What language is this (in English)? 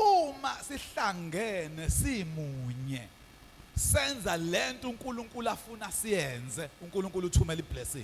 Zulu